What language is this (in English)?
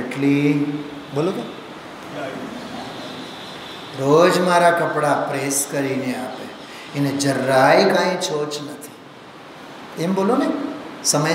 Gujarati